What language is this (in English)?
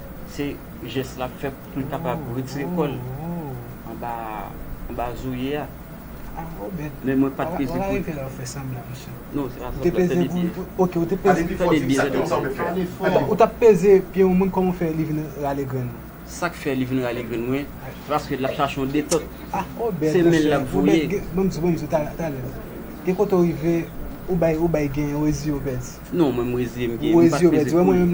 Haitian Creole